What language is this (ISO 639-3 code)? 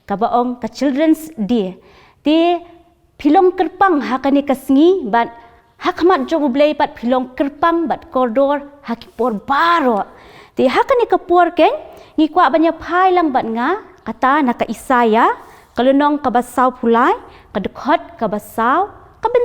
kha